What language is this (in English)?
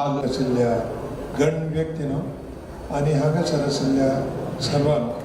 Konkani